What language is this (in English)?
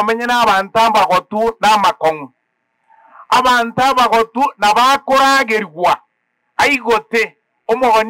Gusii